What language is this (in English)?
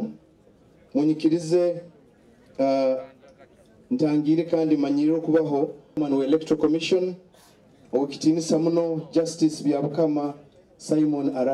Nyoro